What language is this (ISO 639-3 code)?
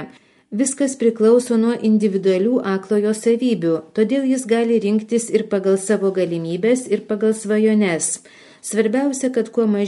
lit